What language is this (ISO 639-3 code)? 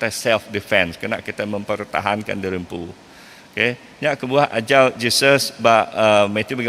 iba